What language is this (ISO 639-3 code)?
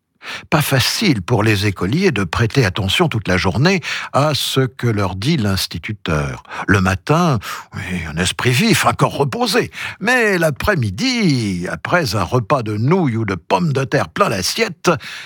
fra